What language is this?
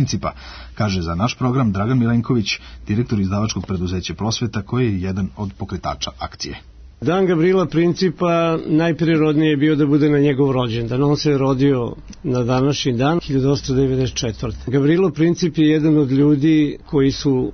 Serbian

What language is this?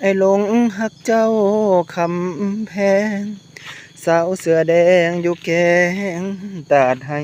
Lao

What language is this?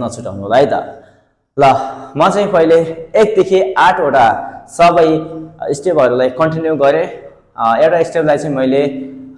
Nepali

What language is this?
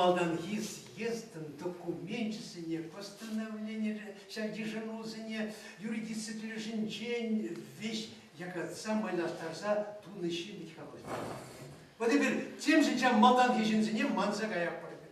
Chuvash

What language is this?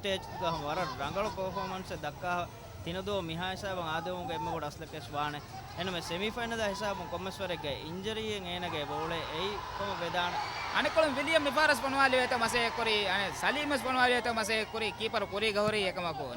Divehi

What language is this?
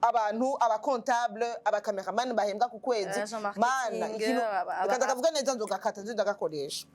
Rundi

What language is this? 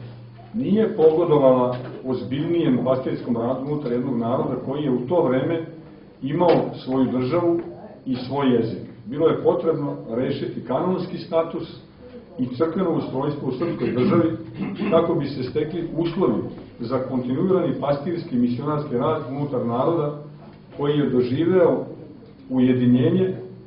Serbian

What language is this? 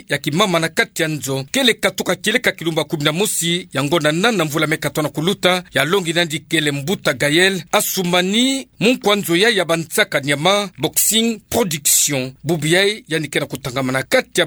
Kituba (Democratic Republic of Congo)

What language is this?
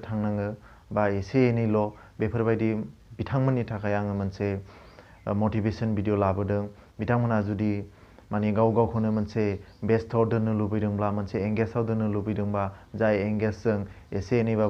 Bodo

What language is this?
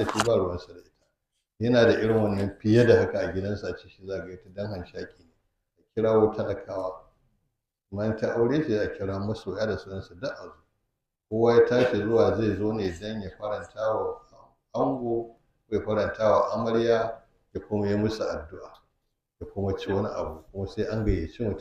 Hausa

